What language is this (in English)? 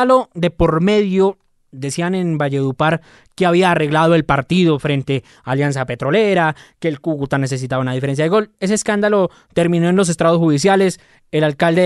Spanish